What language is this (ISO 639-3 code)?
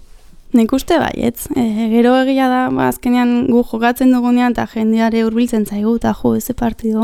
eus